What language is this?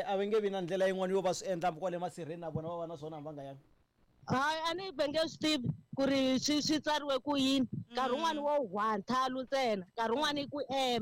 Tsonga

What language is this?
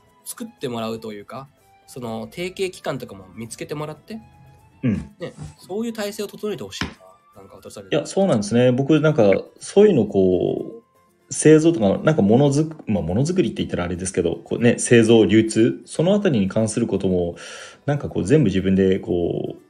Japanese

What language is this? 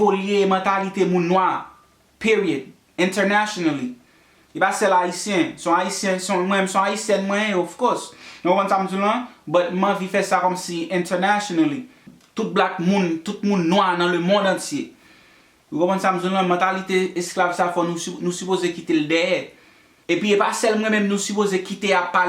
Haitian Creole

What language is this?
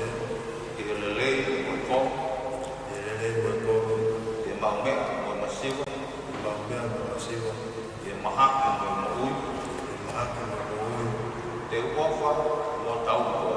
Tongan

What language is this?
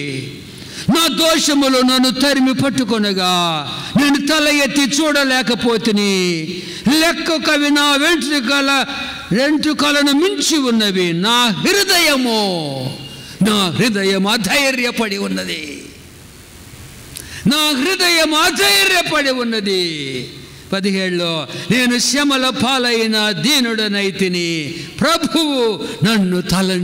Telugu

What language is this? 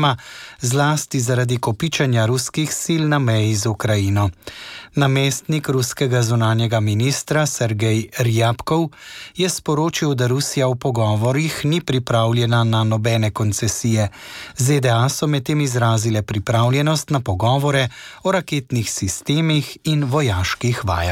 Slovenian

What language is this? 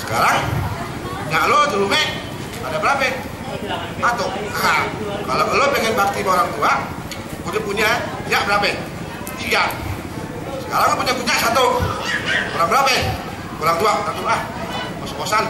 Betawi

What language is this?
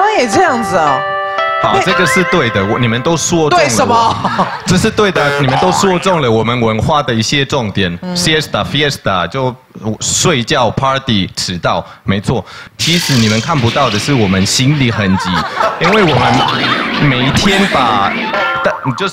Chinese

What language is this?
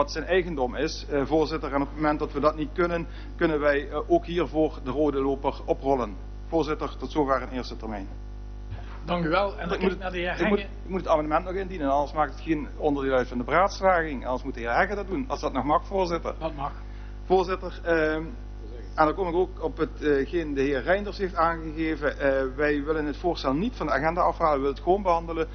Dutch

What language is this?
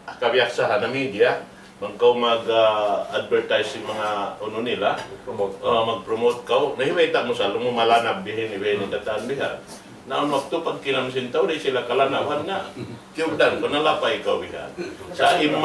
Tausug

